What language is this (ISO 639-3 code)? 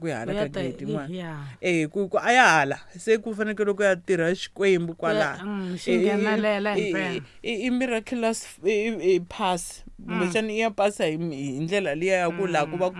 tso